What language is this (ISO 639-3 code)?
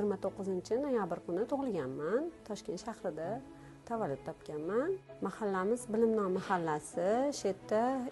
uzb